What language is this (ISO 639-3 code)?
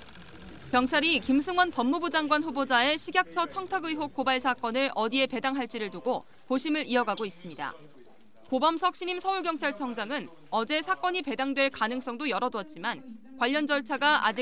kor